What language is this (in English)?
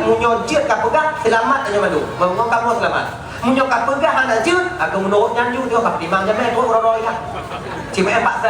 Achinese